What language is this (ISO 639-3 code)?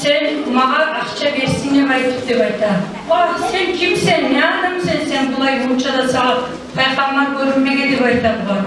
kum